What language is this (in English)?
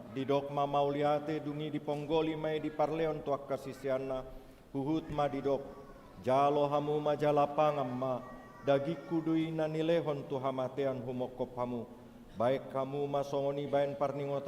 Batak Toba